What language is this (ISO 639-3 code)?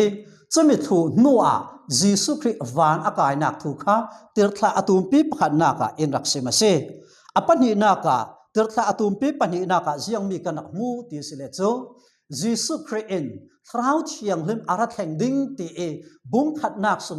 cfm